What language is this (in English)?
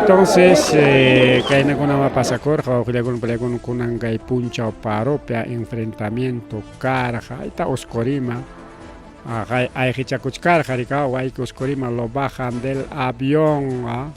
Ayacucho Quechua